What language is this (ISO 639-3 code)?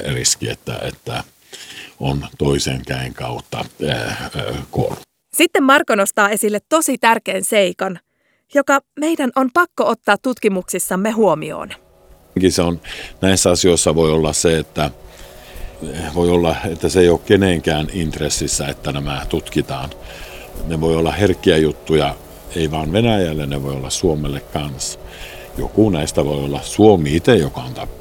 fin